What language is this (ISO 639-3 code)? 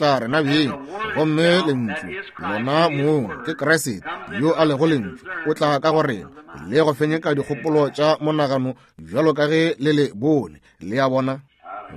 nso